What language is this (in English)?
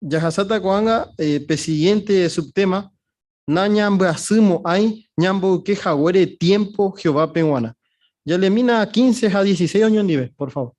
Guarani